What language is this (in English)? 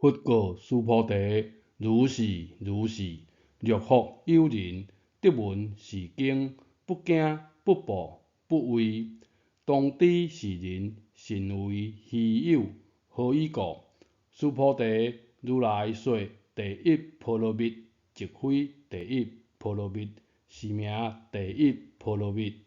Min Nan Chinese